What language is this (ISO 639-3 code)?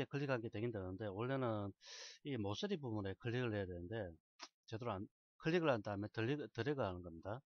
kor